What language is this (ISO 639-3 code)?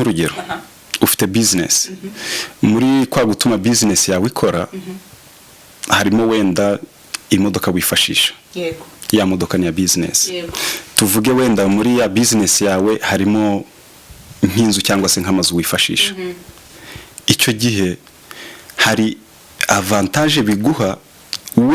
kin